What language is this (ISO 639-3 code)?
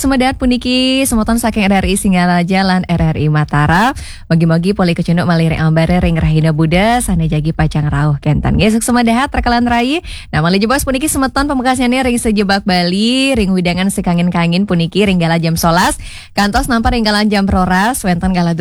ban